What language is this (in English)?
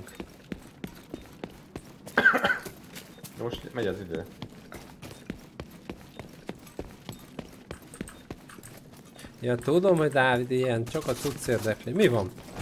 Hungarian